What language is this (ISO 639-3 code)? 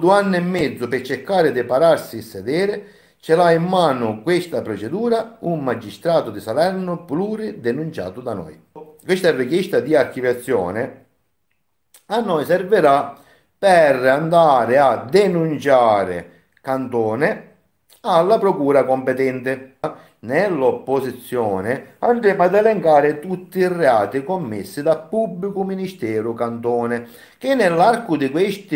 ita